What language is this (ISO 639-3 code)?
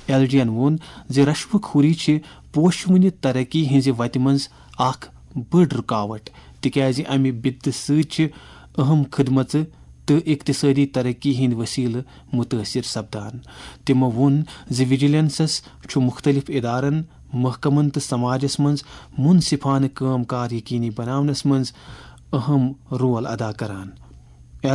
kas